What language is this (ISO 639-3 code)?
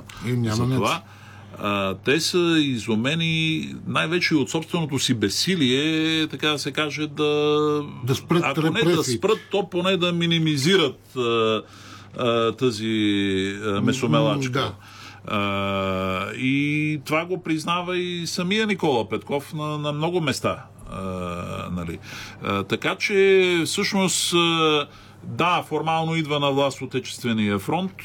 bul